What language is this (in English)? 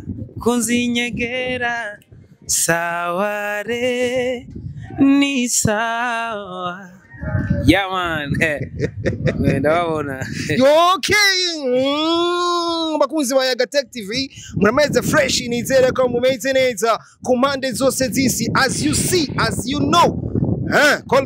Rundi